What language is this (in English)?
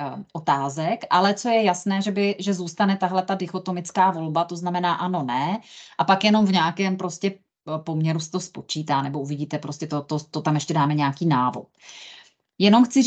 Czech